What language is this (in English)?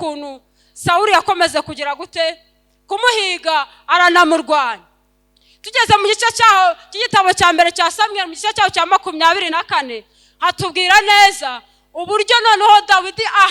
Kinyarwanda